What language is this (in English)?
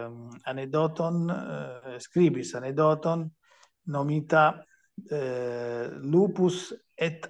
Esperanto